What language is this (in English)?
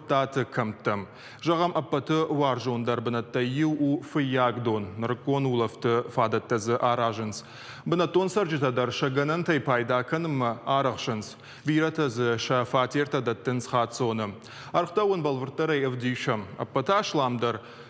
Ossetic